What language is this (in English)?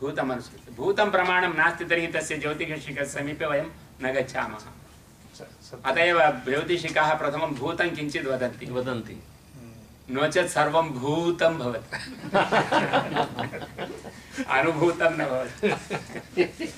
Sanskrit